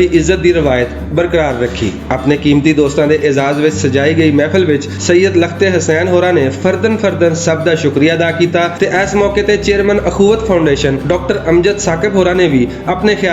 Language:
Western Panjabi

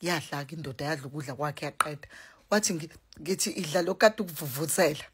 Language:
Zulu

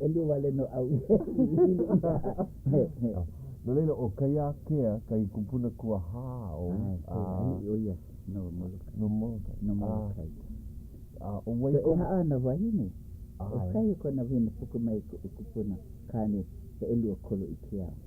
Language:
Hawaiian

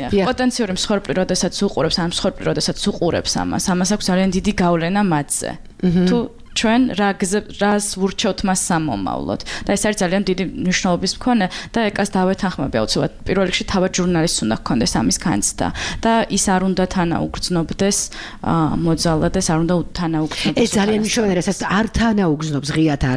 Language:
Georgian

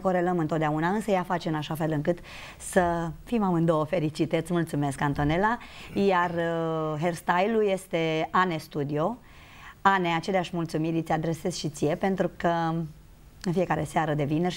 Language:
Romanian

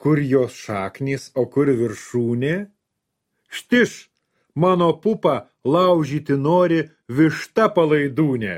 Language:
Lithuanian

